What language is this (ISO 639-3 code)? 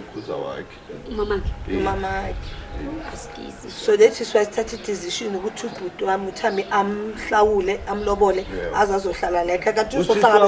zul